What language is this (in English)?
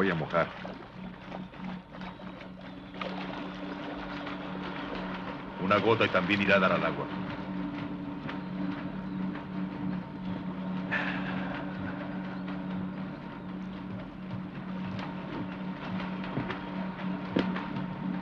Spanish